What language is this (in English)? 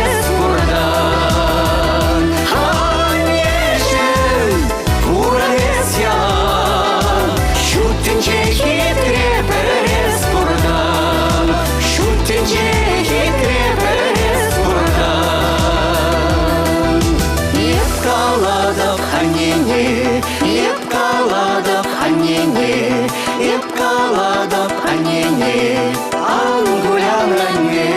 Chuvash